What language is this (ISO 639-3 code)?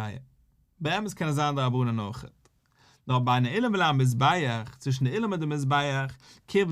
yid